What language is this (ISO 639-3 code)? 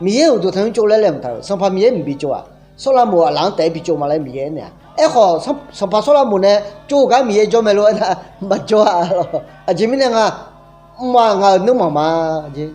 ahk